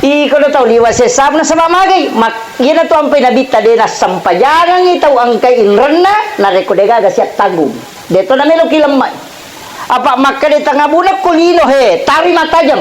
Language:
Buginese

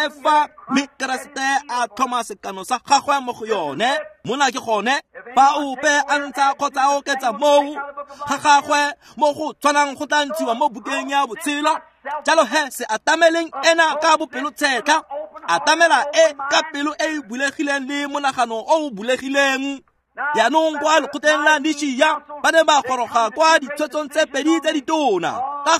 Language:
Tswana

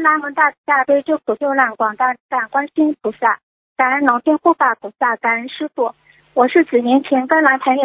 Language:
Chinese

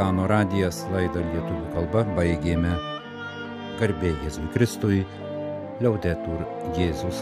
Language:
Lithuanian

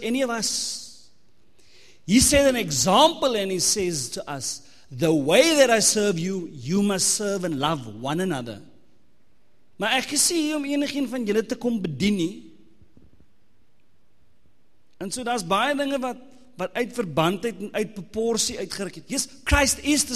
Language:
Afrikaans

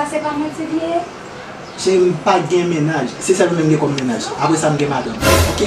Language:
Haitian Creole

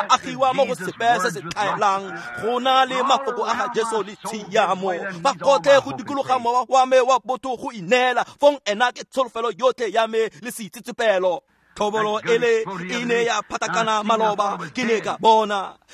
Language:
Tswana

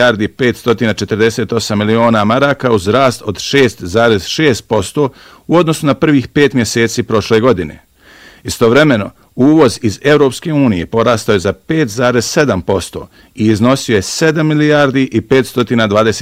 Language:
Bosnian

